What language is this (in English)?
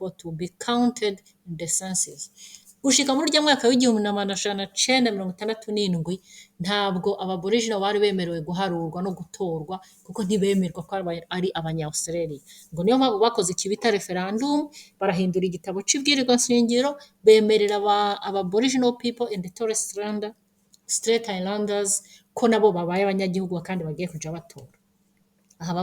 Rundi